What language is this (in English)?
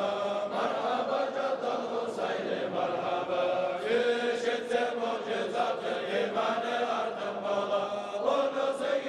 Kumyk